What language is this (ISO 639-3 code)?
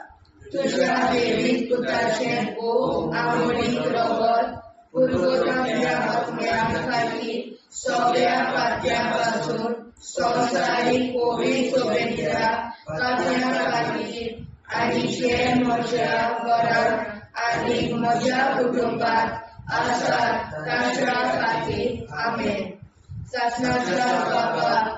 kok